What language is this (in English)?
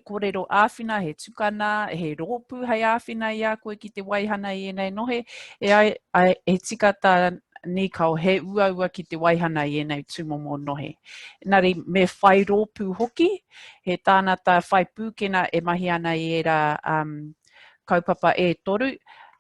Māori